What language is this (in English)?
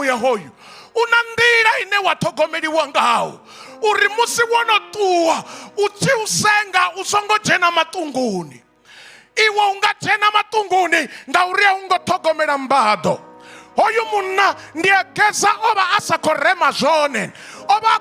Venda